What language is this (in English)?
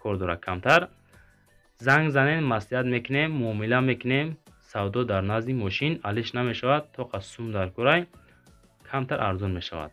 Tajik